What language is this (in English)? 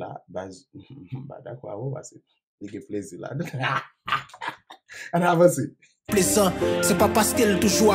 Haitian Creole